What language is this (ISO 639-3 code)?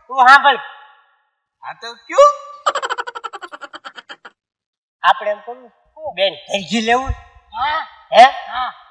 guj